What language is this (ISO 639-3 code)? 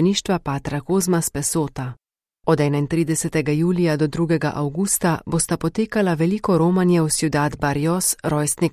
slv